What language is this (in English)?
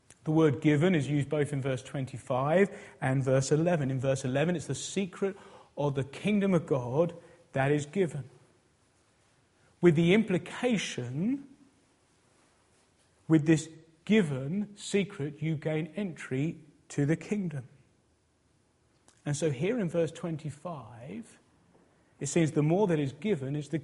English